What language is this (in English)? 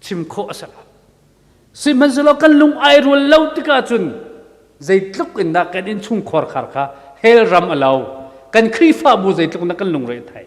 Hakha Chin